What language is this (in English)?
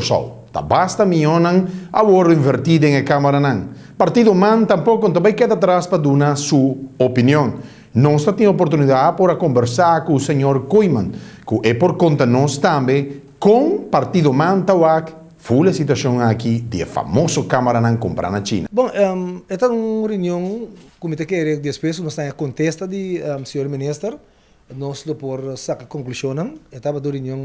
Papiamento